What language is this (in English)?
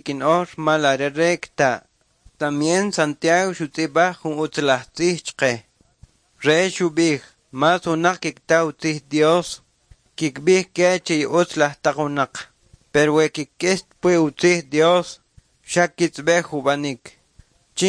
Kʼicheʼ